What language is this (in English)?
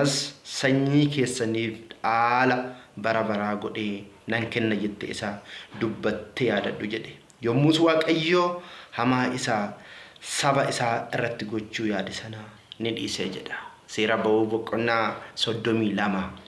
Oromo